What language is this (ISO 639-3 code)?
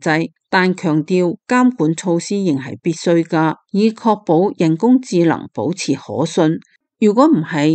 yue